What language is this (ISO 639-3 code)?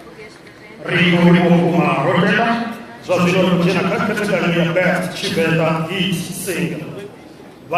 ven